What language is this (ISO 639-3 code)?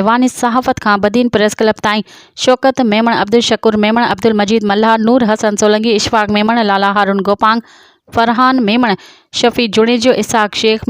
snd